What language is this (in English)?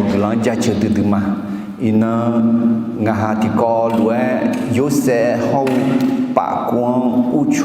Akha